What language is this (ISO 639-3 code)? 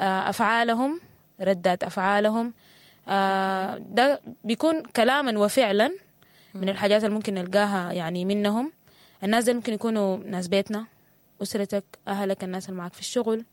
apd